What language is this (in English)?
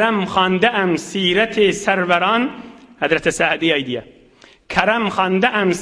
Turkmen